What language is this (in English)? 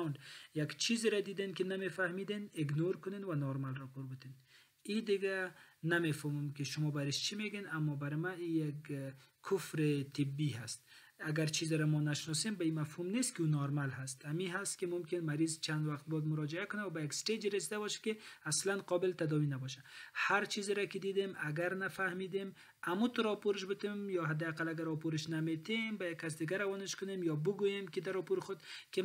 Persian